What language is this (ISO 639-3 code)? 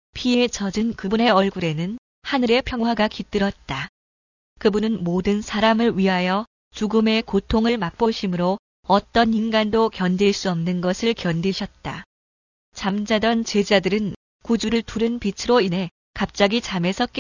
kor